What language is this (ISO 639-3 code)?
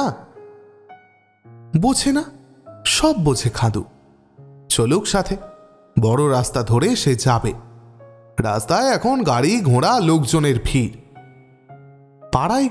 ben